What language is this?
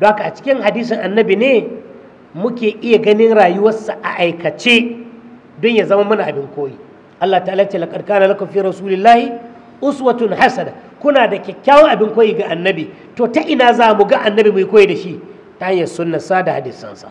Hausa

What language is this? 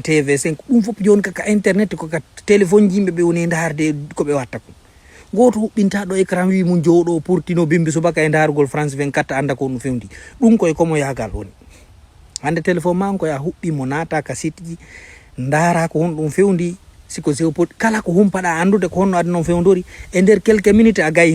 Fula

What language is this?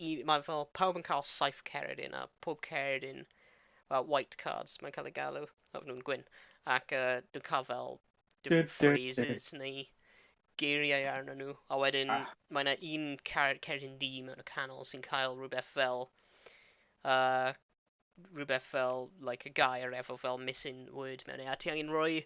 Welsh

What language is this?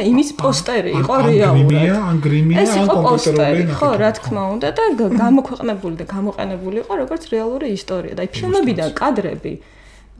Georgian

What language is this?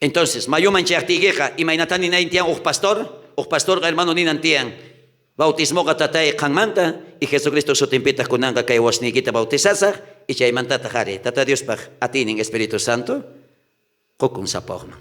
South Bolivian Quechua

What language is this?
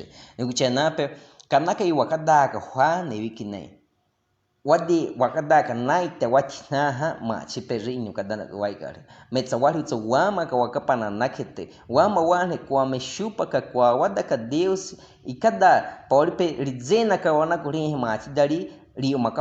Baniwa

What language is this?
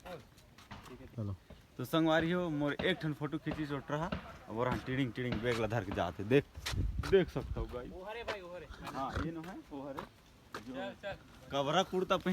Chhattisgarhi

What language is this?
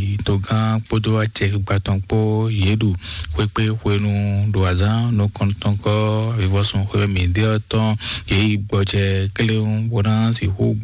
Fon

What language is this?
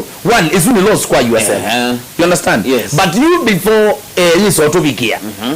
Kamba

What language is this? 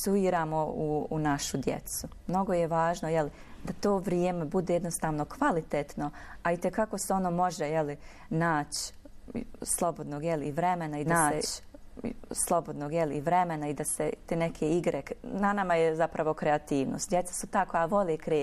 Bosnian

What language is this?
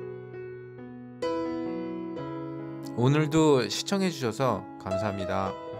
Korean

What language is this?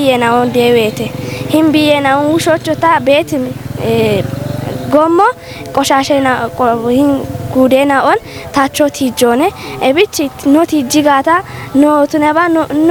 Kafa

